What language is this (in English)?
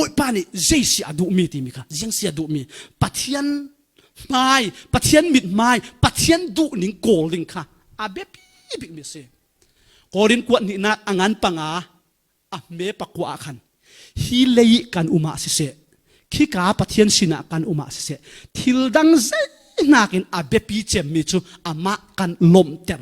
Falam Chin